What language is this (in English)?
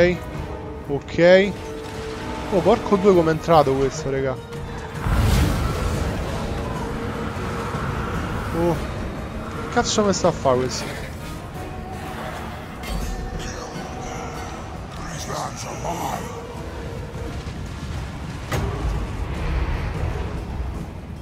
Italian